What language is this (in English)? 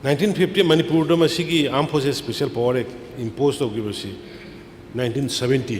Manipuri